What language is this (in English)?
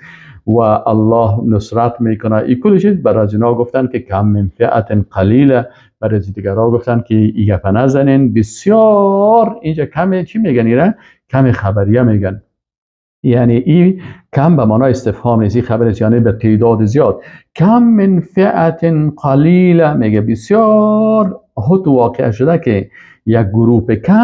Persian